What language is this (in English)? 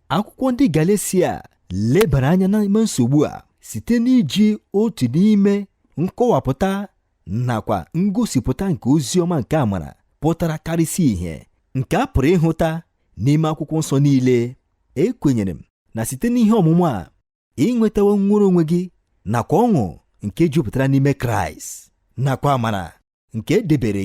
Igbo